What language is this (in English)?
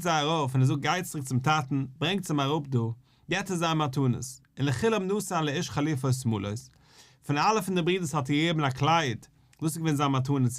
Yiddish